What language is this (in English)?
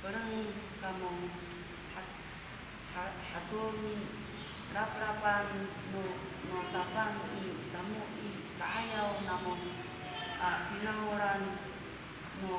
Amis